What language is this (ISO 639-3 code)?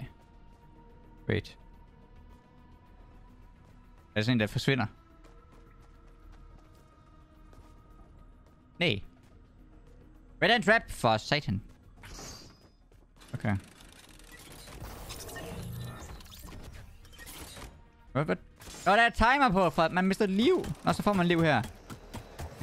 dan